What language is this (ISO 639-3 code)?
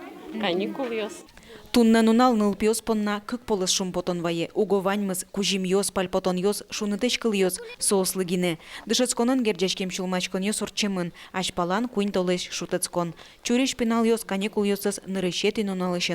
udm